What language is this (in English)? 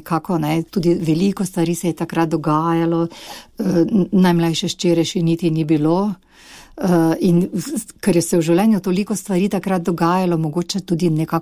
Slovenian